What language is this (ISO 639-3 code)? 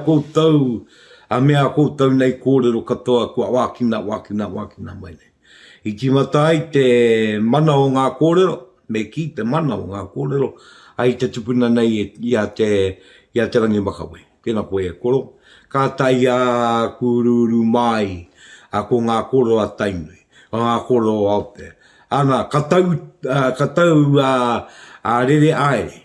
mri